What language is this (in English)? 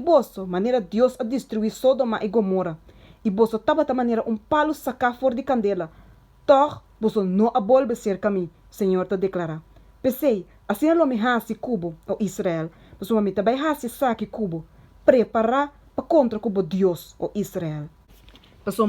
Papiamento